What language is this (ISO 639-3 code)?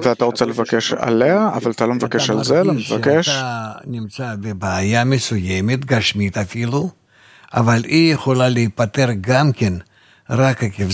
heb